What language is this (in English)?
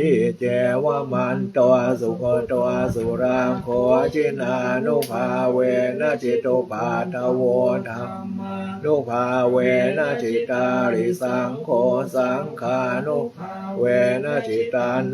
Pali